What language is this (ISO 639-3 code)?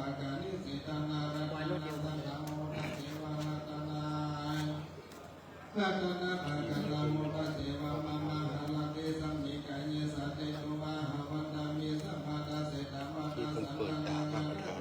pli